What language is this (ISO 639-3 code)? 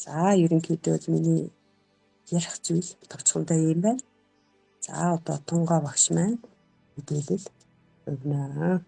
mon